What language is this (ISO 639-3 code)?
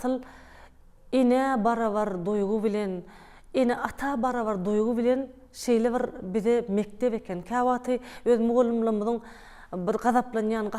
tuk